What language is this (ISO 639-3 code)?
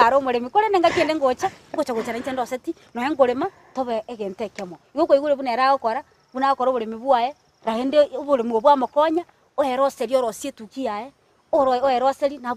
guz